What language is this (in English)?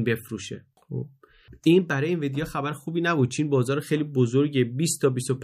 Persian